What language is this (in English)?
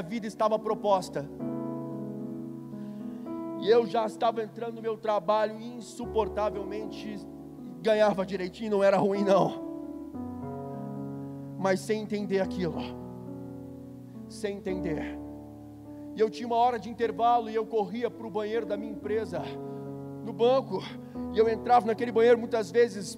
Portuguese